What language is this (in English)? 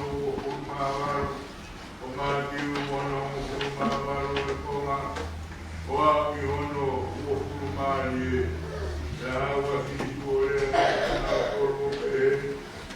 Tongan